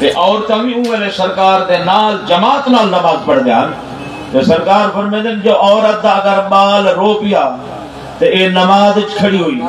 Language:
Saraiki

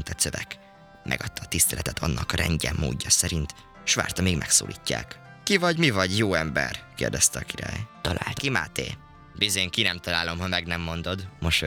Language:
Hungarian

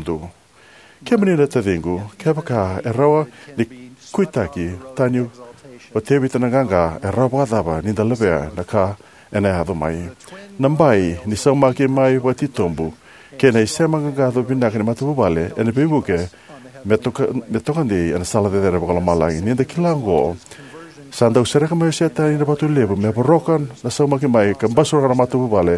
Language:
Fijian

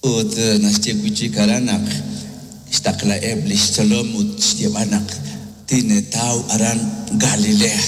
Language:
Kekchí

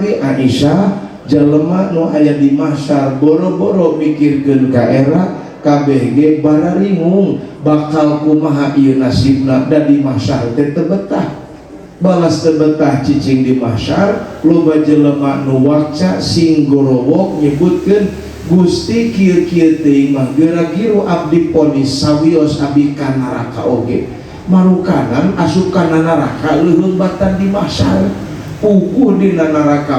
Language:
Sundanese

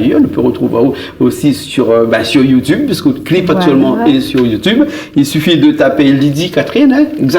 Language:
Réunion Creole French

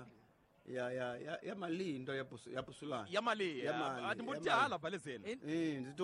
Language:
Tsonga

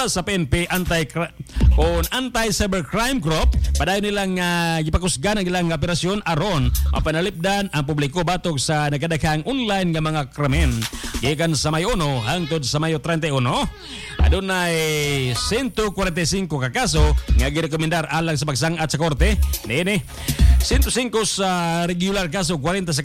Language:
Cebuano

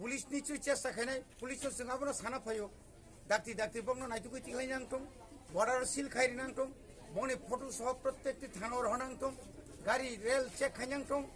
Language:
Kok Borok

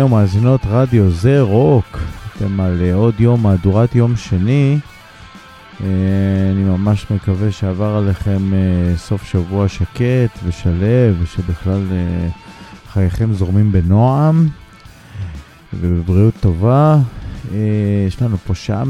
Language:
Hebrew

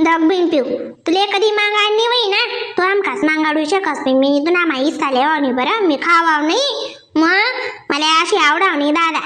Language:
Khandesi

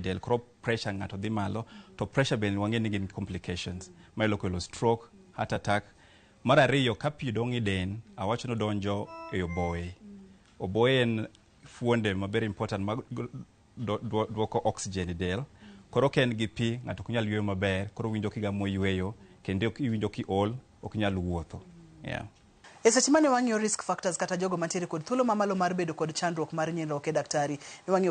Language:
Luo (Kenya and Tanzania)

